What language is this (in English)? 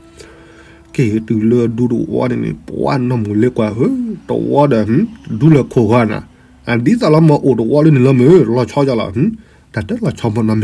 S'gaw Karen